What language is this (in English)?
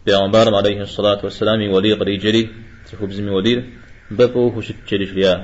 Kabardian